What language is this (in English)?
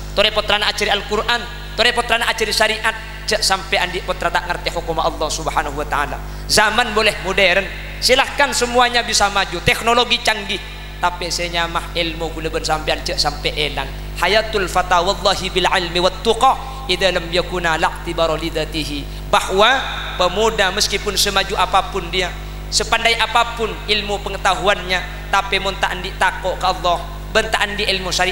Madurese